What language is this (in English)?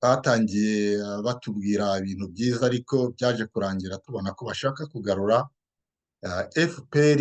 Kinyarwanda